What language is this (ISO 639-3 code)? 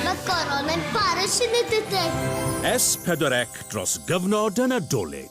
cym